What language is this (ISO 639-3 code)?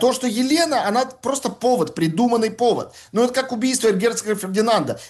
rus